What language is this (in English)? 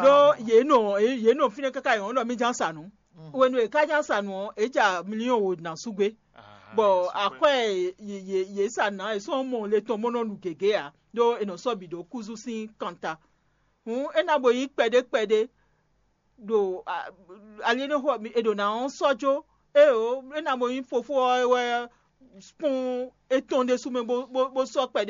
Fon